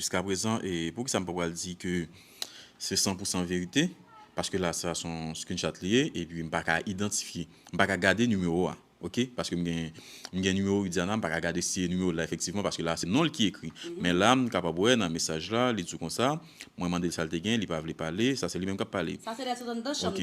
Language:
Haitian Creole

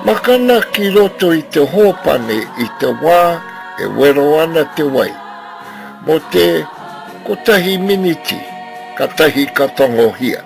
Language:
Māori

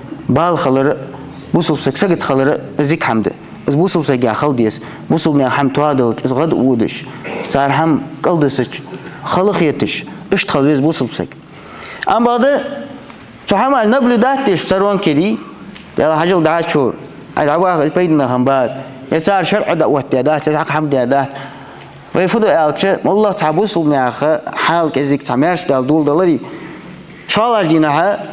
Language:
Ingush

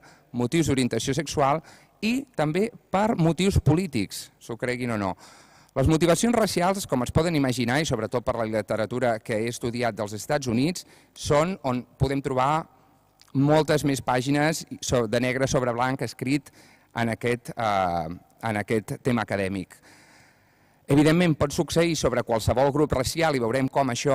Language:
Catalan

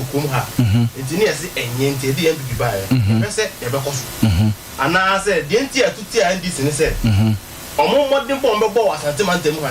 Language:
Akan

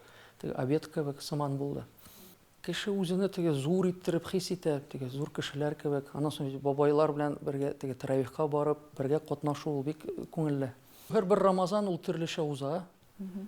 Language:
Tatar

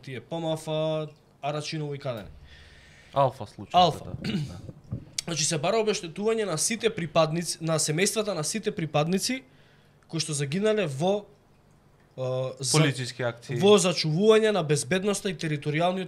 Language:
Macedonian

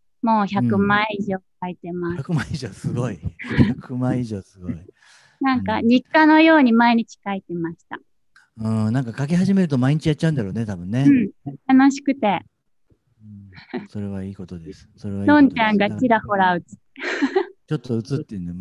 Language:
Japanese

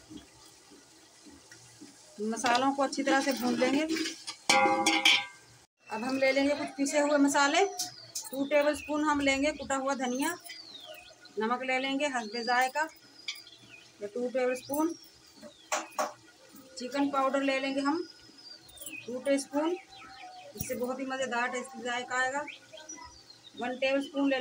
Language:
Hindi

